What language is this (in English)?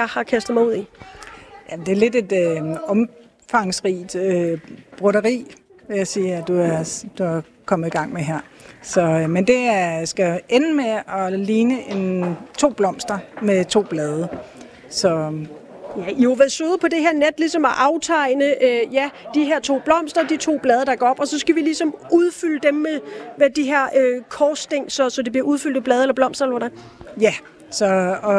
Danish